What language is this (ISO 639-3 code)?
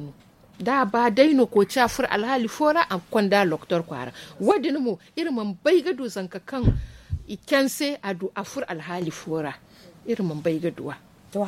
dje